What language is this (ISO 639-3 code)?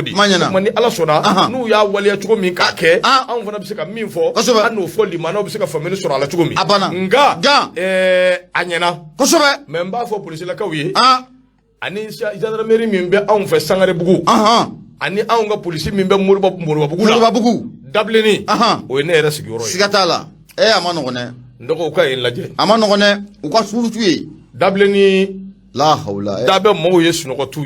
bam